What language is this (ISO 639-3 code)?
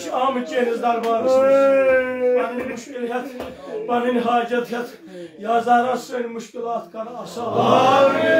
kas